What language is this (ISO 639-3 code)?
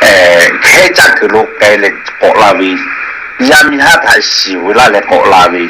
lhu